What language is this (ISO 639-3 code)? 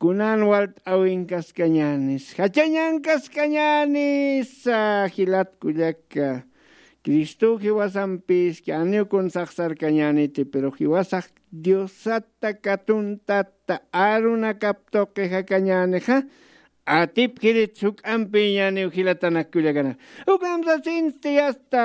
aym